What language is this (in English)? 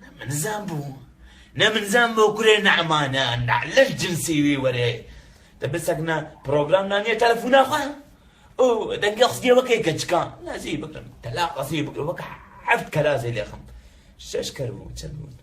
Kurdish